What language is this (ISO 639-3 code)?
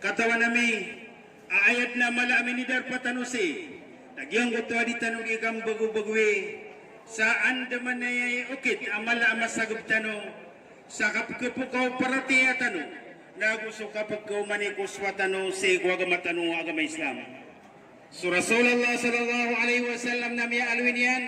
mrw